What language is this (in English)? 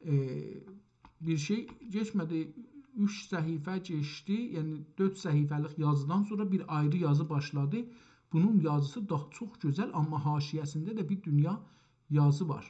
South Azerbaijani